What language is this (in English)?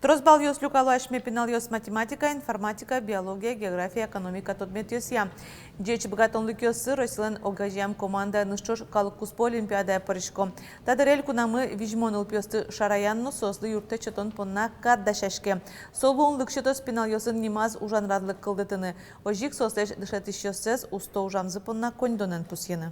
Udmurt